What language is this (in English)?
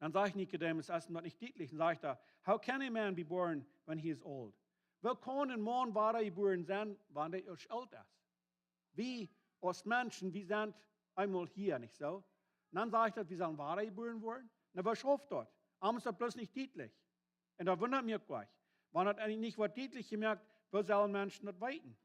Plautdietsch